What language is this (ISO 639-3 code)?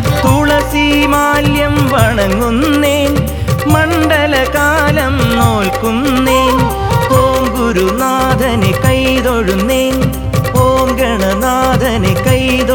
mal